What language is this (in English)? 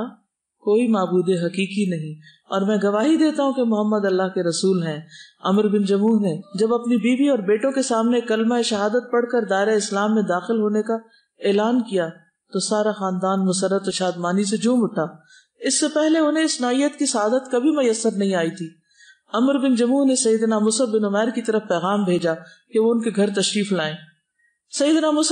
Urdu